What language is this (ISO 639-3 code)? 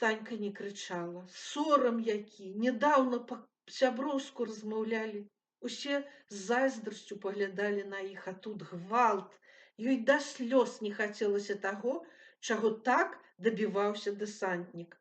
bel